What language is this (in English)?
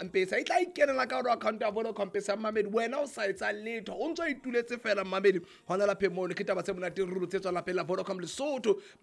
Southern Sotho